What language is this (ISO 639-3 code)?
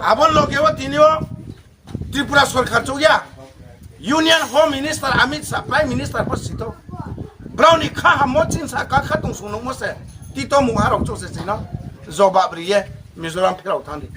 ria